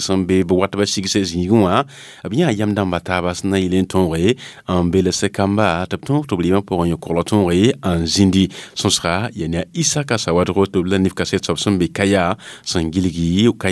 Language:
Mossi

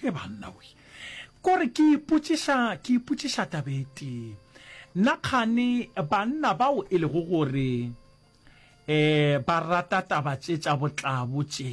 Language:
Northern Sotho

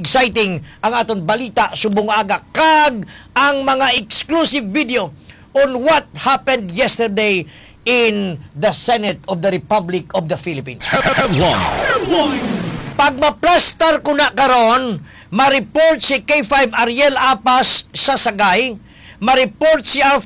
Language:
Hiligaynon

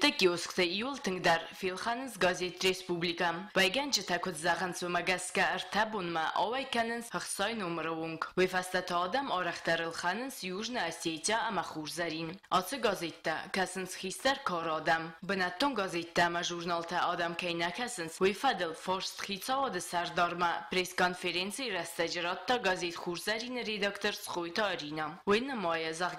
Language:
Ossetic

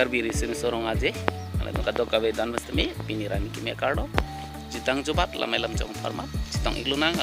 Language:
Karbi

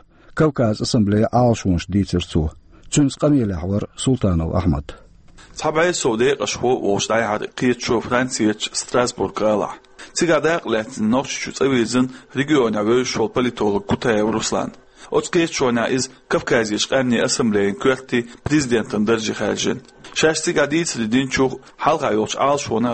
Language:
Chechen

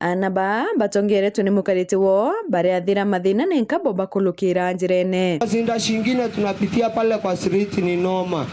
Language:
Meru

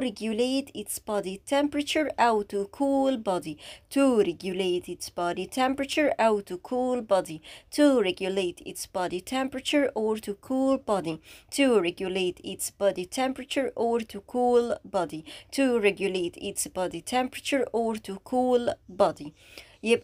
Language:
Egyptian Arabic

